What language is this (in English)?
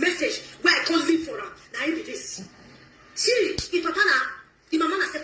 Nigerian Pidgin